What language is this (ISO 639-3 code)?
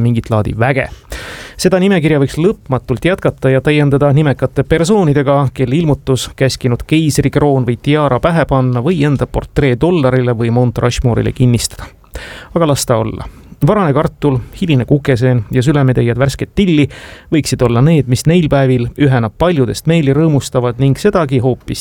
est